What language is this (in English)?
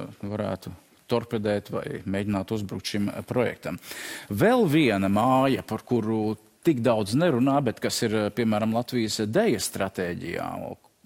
Latvian